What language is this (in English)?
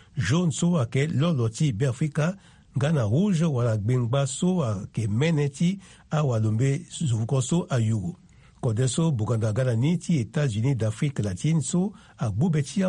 Sango